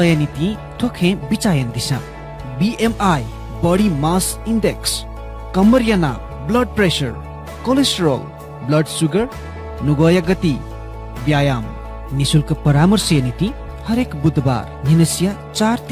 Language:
Newari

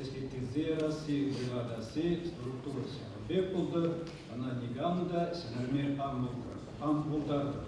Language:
Chuvash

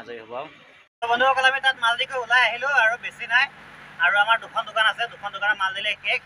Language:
Assamese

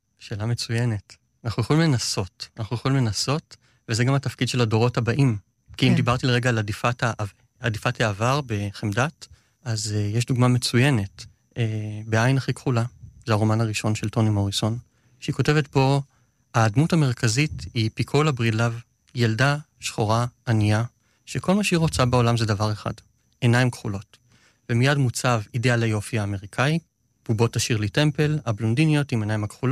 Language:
Hebrew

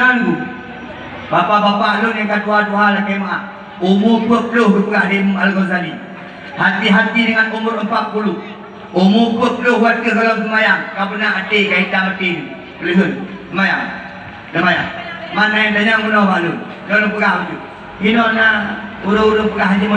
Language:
Achinese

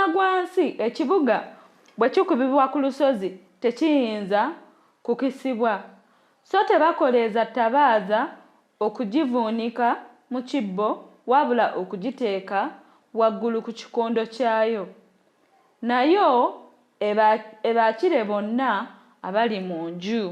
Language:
Ganda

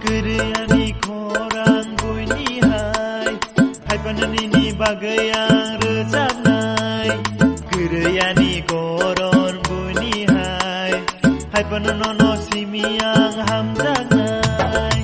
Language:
Kok Borok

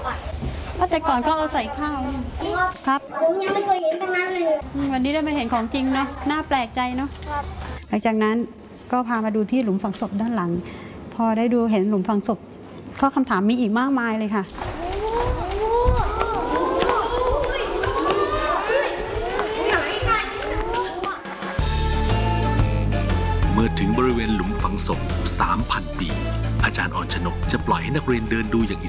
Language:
Thai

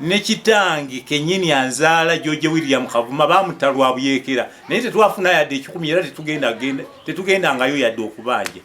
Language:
Ganda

